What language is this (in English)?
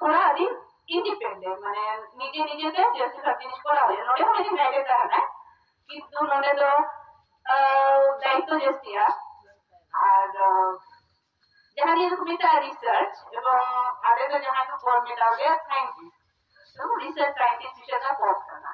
Santali